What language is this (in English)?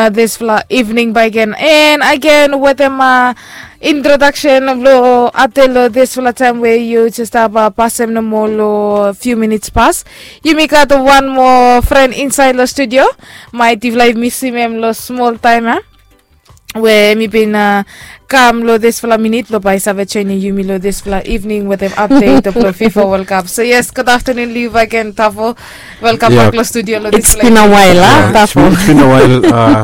Bislama